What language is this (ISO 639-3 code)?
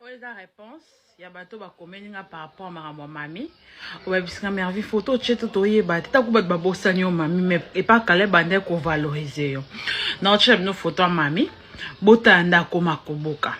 lin